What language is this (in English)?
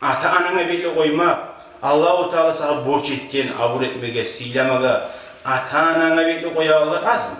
Kumyk